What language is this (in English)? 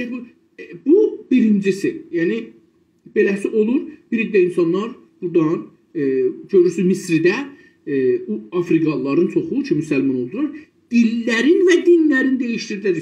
South Azerbaijani